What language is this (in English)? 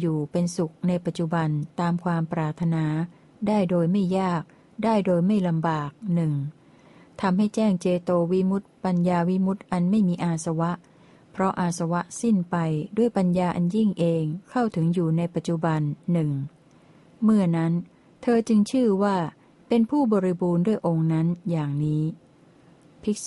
Thai